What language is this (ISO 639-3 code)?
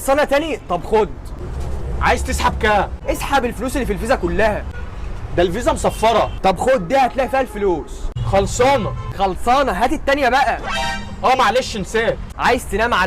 arz